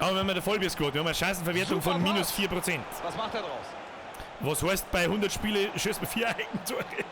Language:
Bavarian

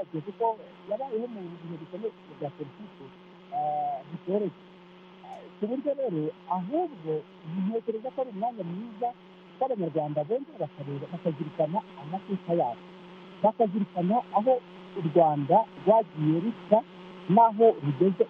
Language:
Kinyarwanda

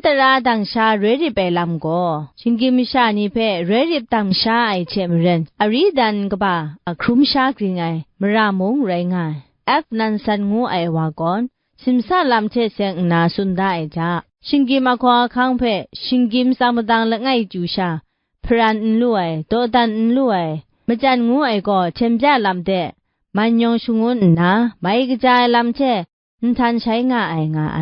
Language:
Kachin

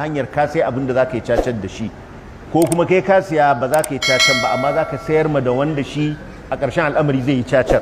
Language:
Hausa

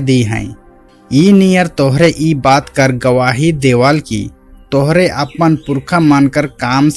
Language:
Sadri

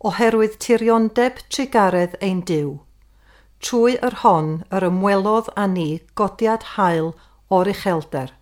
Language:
Welsh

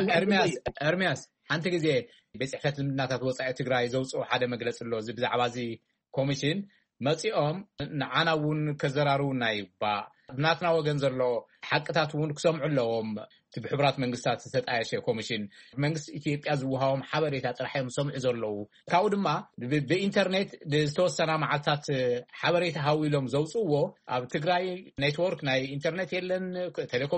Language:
Tigrinya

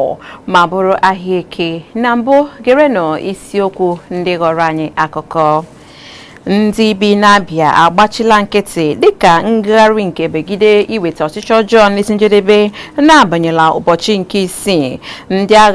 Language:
Igbo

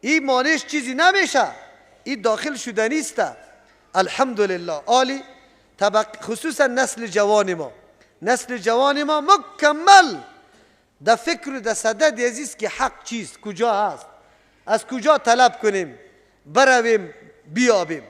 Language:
Persian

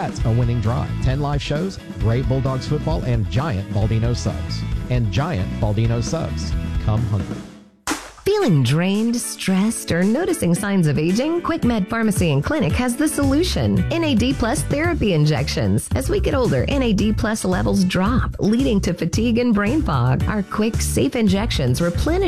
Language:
English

